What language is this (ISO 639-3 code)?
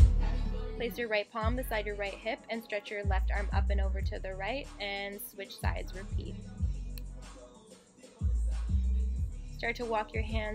eng